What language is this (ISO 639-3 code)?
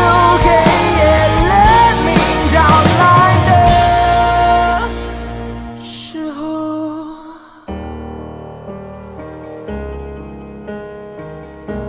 zho